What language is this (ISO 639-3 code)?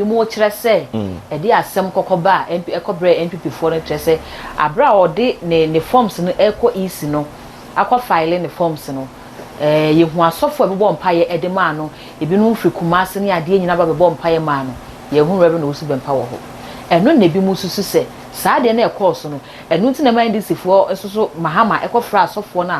aka